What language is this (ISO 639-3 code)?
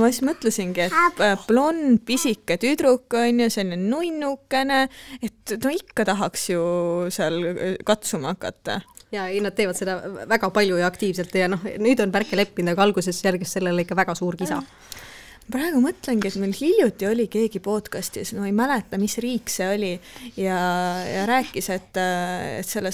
est